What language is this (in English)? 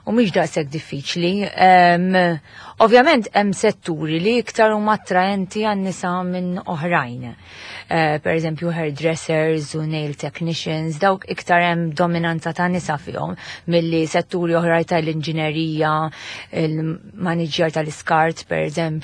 Maltese